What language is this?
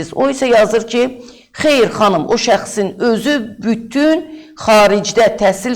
Azerbaijani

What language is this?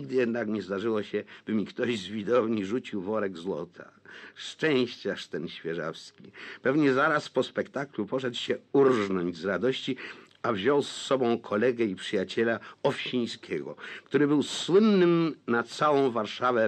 Polish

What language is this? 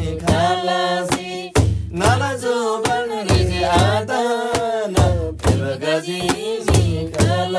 Eastern Tamang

